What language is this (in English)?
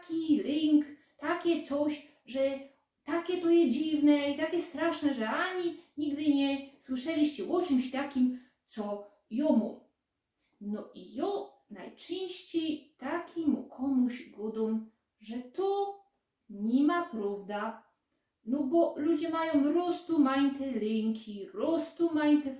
Silesian